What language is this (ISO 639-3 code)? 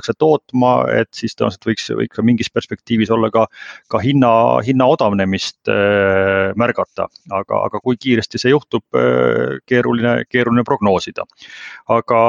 est